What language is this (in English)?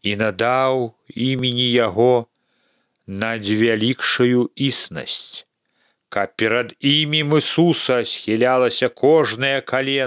Belarusian